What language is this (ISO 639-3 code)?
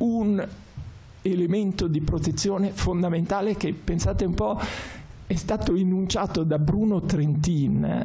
ita